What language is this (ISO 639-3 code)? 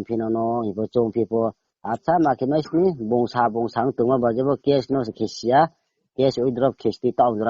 ria